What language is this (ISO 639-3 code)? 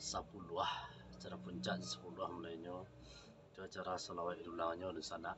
min